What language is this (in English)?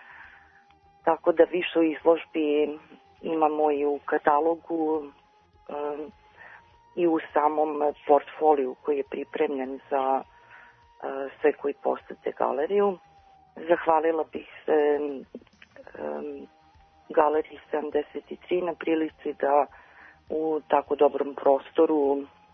Serbian